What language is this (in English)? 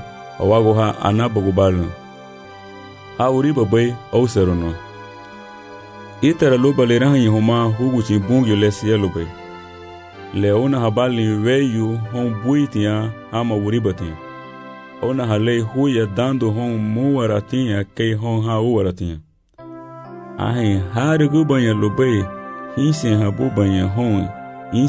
Garifuna